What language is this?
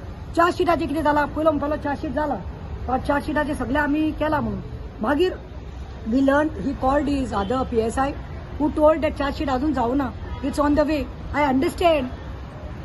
Konkani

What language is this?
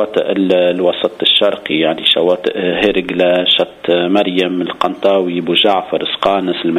Tunisian Arabic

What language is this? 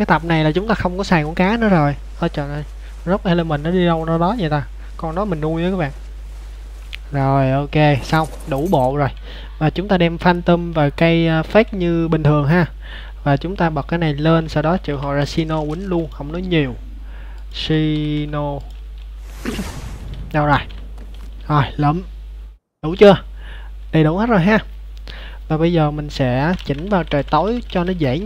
Vietnamese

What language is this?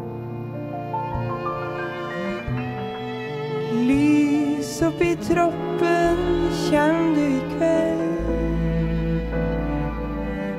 Norwegian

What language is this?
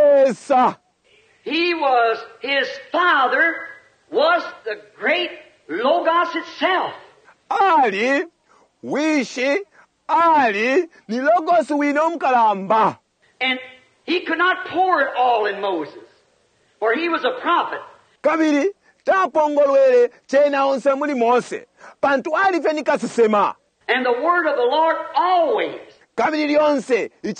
Bemba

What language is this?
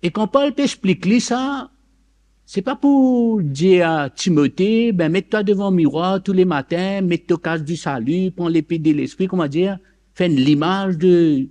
Morisyen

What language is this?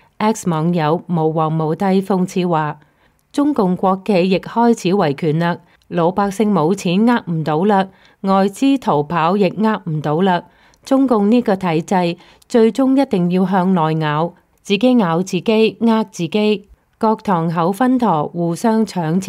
Cantonese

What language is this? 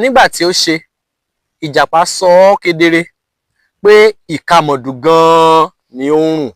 Yoruba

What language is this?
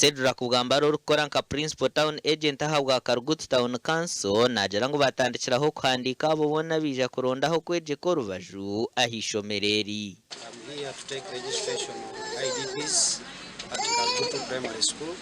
Nyankole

